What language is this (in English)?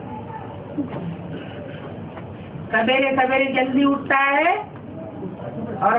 Hindi